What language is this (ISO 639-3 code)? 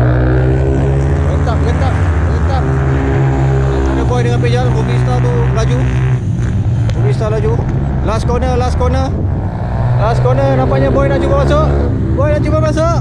msa